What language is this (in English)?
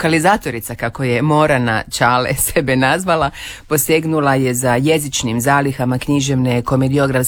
Croatian